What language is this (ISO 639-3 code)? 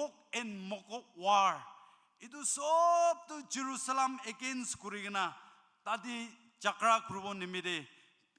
nag